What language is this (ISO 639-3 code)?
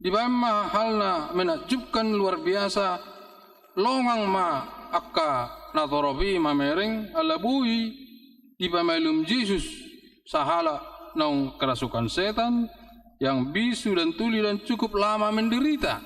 bbc